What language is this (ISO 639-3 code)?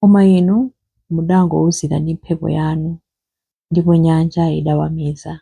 nya